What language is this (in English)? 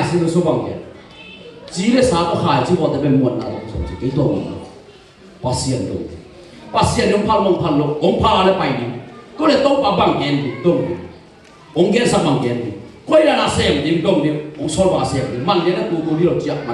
Tedim Chin